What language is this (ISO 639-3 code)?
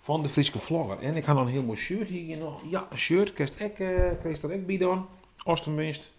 fry